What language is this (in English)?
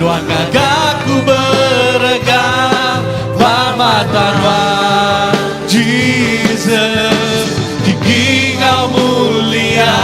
Iban